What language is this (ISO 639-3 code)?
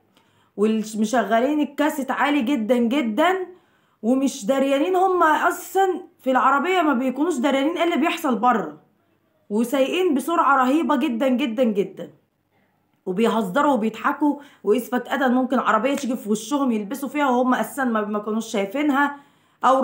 arz